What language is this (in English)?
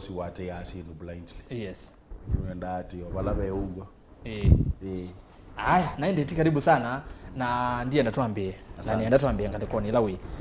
Kamba